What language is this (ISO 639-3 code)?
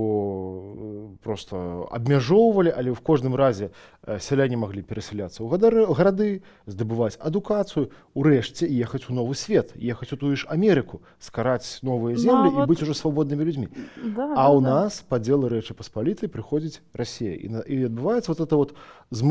bel